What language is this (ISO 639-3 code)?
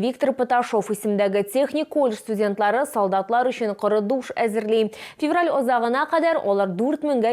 tat